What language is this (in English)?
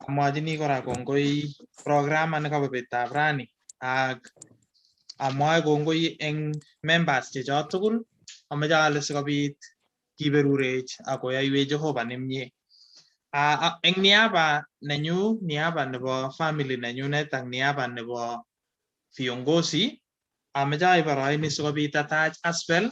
Kalenjin